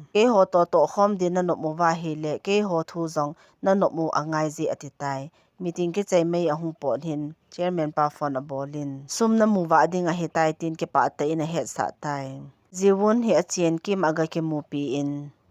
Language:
Thado Chin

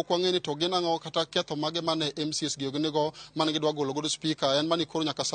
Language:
Luo (Kenya and Tanzania)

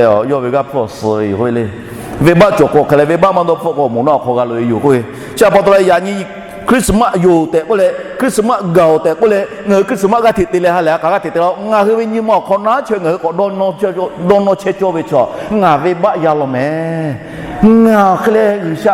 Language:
Lahu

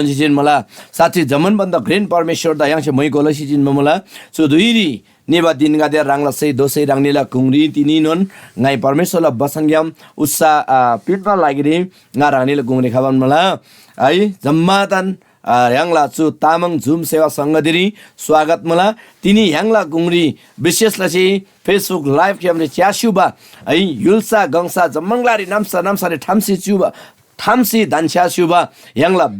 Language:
Eastern Tamang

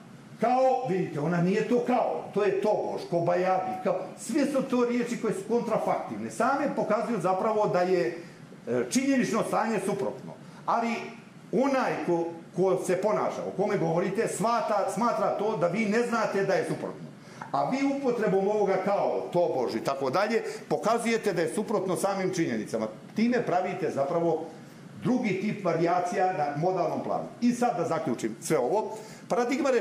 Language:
Bosnian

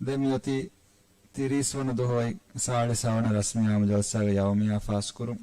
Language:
Divehi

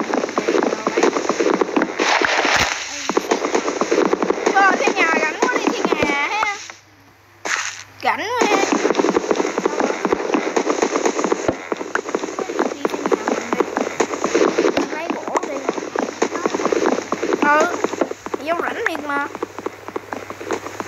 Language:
Vietnamese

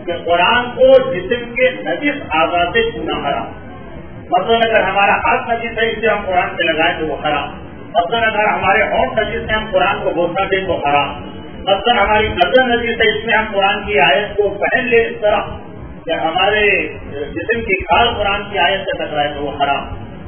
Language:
Urdu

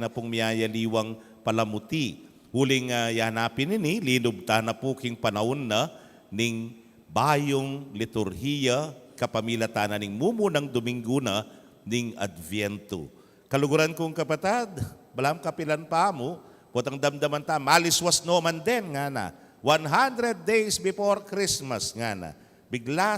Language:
Pampanga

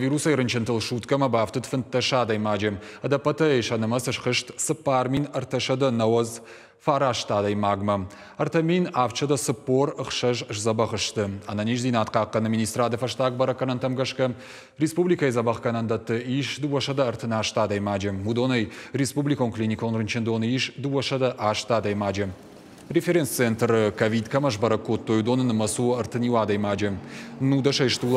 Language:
Ossetic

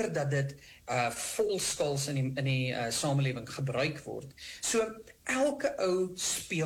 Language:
Afrikaans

